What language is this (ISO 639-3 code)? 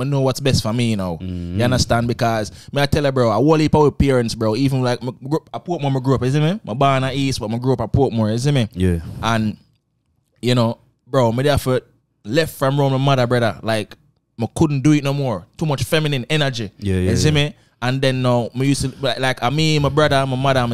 jam